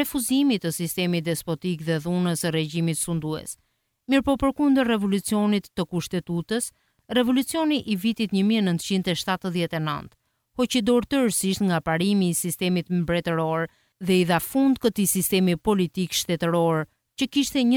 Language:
Albanian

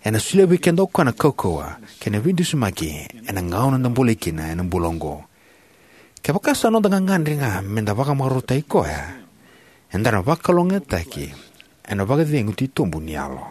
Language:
Fijian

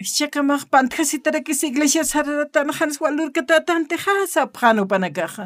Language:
Aymara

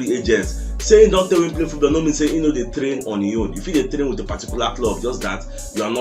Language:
Nigerian Pidgin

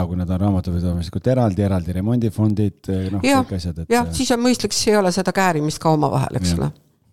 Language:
Estonian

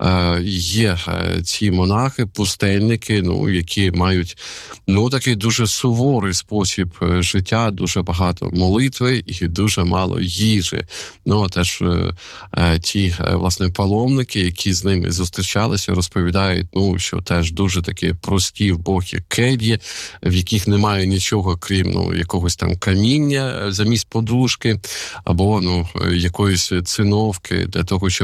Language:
Ukrainian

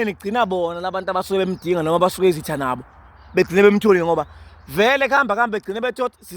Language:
Zulu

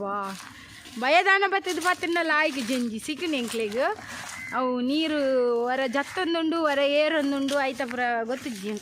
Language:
Tulu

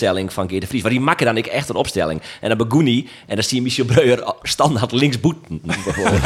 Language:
Western Frisian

